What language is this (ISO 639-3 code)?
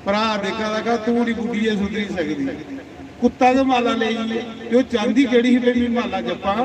doi